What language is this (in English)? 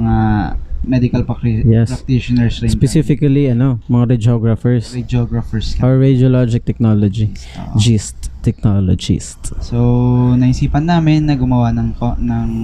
Filipino